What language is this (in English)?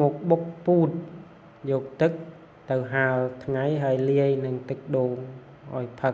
Khmer